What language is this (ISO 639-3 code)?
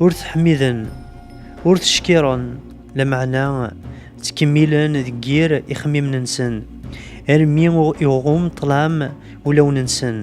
kab